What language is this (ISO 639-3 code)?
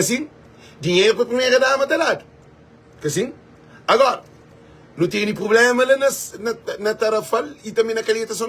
kea